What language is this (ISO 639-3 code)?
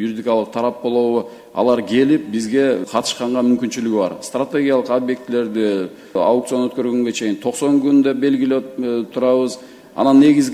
kir